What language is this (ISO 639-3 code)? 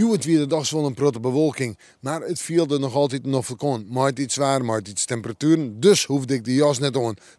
fry